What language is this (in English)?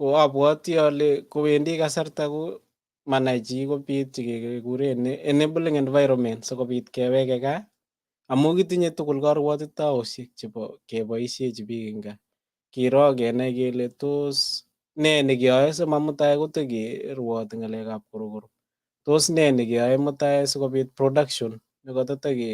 Kalenjin